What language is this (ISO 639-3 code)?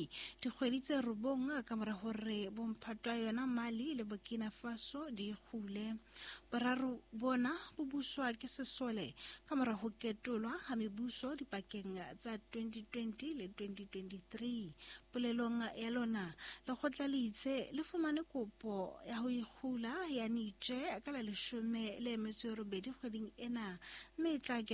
sot